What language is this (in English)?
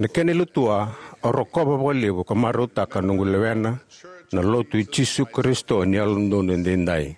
Fijian